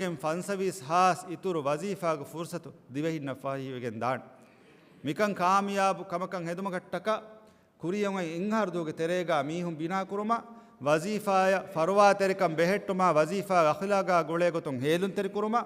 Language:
Divehi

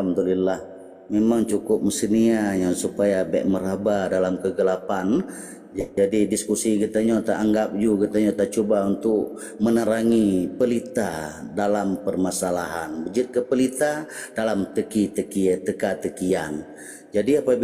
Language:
Achinese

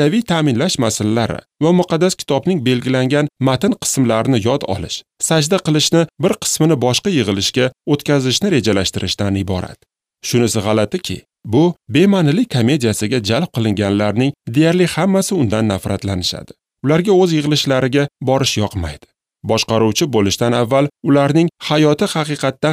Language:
Uzbek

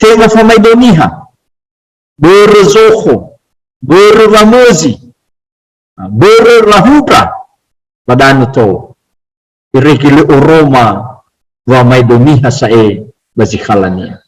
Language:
Nias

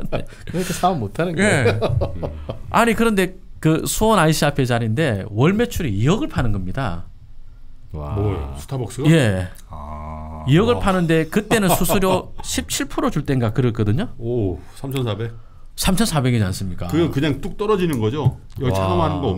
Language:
Korean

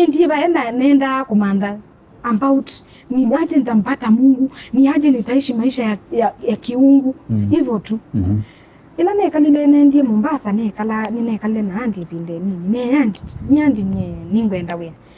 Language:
Kamba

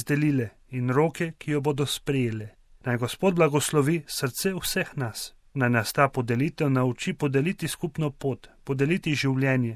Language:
Slovenian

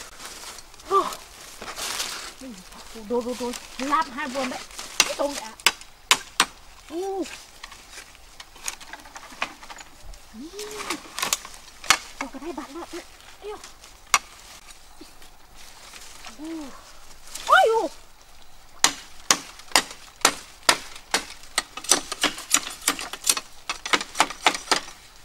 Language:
Vietnamese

